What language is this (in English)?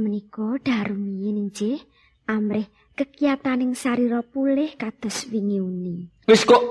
Javanese